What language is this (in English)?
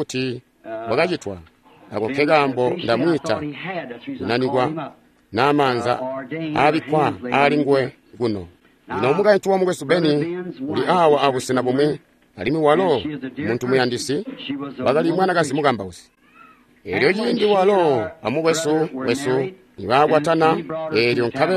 Tonga (Zambia)